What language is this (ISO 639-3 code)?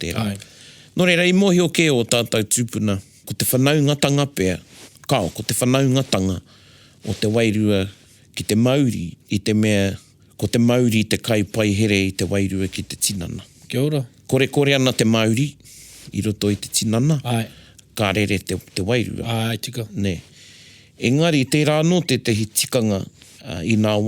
mri